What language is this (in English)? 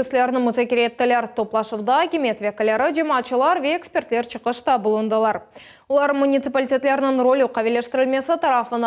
Crimean Tatar